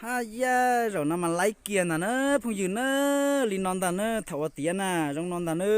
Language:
Hmong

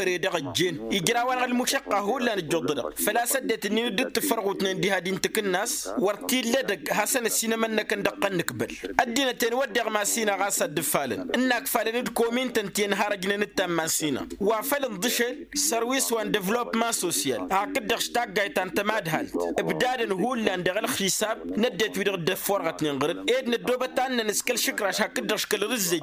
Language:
Tamasheq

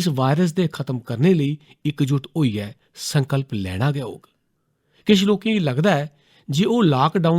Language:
Dogri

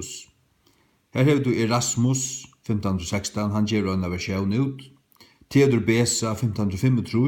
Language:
Faroese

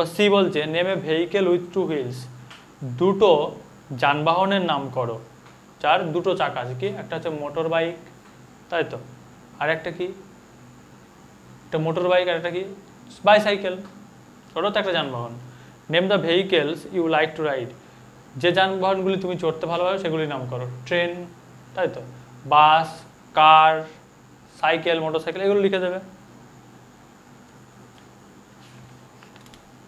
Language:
Bangla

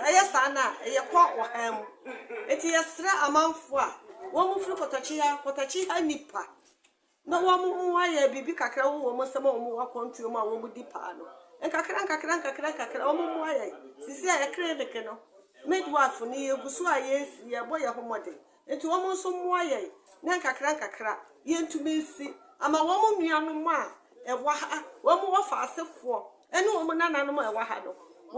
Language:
Akan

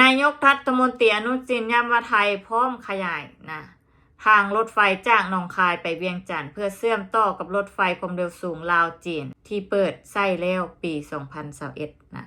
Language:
Lao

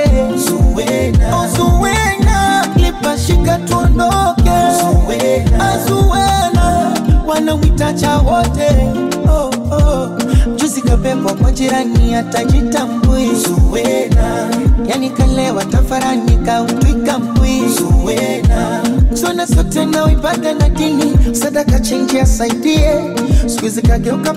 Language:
Swahili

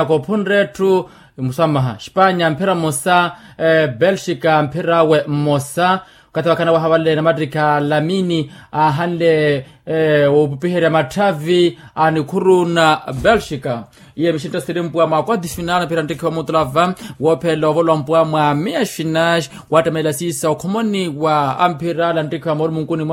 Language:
Makhuwa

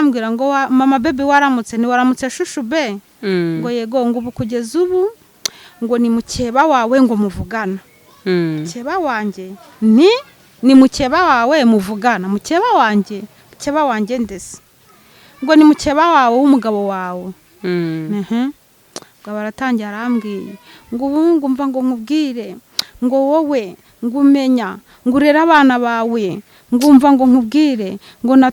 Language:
Kinyarwanda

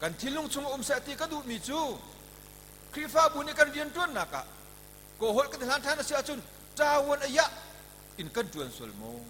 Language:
Hakha Chin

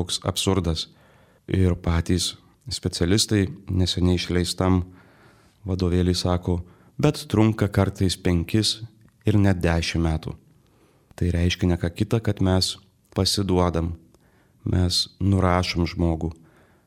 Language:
Lithuanian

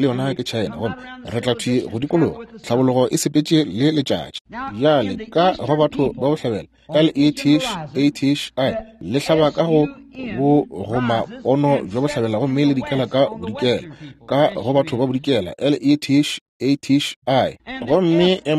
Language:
Northern Sotho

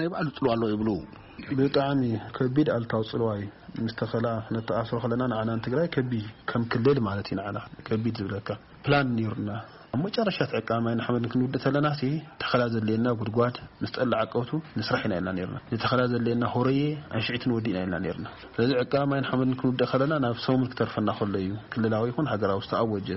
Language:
Tigrinya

